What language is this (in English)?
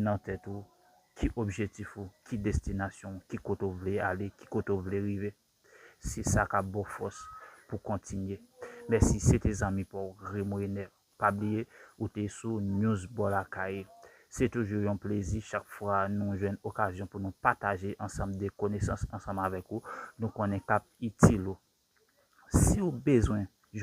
Haitian Creole